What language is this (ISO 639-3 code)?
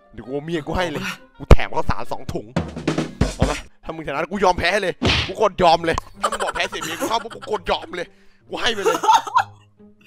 tha